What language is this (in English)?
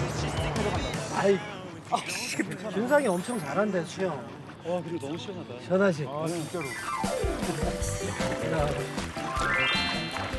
Korean